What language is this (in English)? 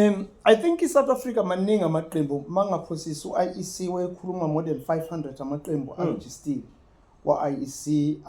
Zulu